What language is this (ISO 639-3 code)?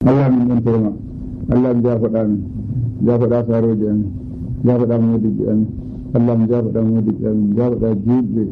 fuv